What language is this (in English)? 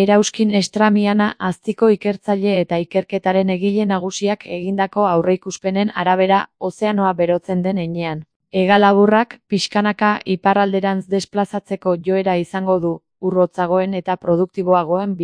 Basque